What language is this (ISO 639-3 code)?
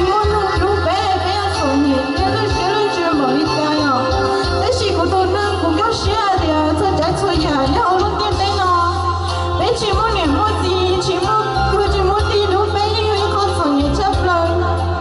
hmn